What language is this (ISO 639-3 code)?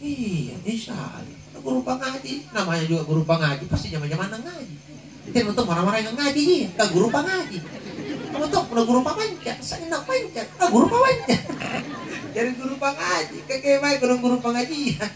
mak